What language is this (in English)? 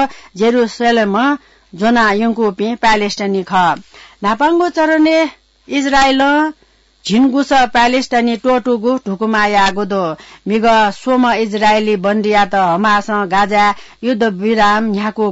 Newari